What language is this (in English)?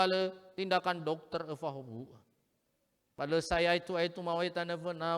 Nias